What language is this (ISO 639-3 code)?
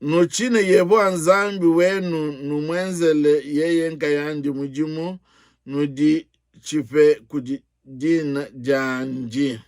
lua